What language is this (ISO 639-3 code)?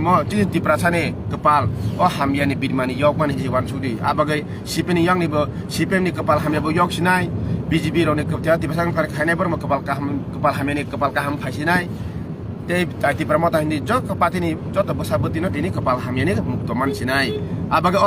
trp